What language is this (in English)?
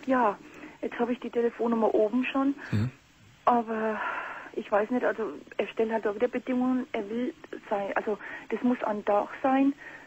German